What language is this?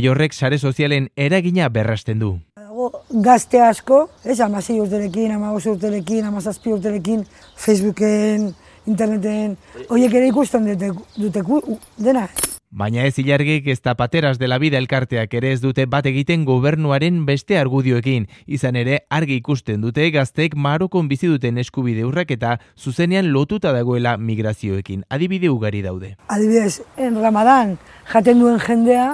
Basque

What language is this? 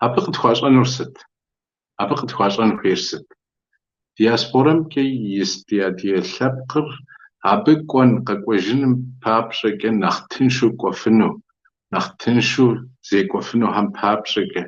Kabardian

